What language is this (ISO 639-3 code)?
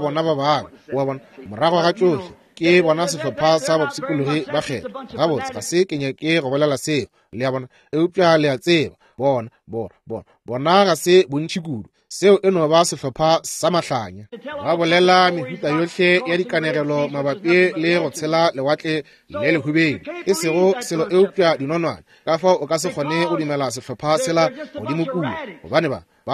nso